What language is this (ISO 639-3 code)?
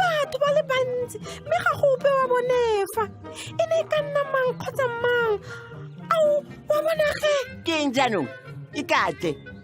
tsn